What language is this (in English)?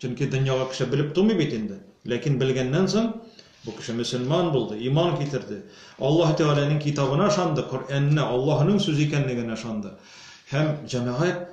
Tatar